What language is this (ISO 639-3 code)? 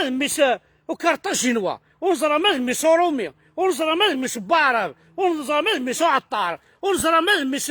kab